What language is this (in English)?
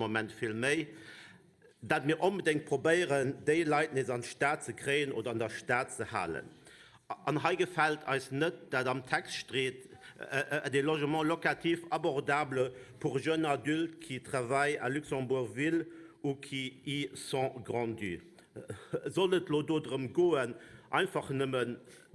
Luxembourgish